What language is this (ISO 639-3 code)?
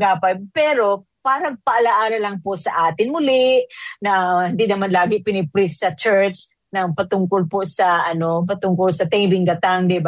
fil